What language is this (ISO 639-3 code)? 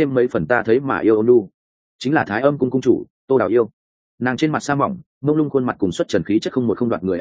vie